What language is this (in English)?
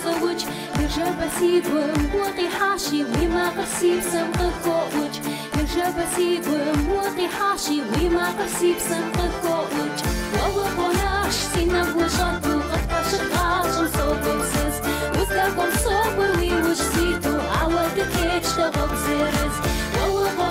Kabardian